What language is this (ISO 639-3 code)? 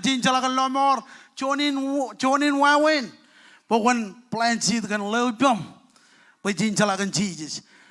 mah